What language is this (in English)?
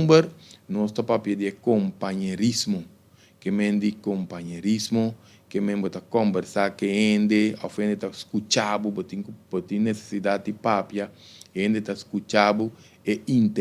Papiamento